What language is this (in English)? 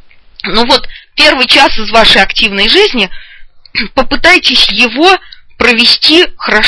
Russian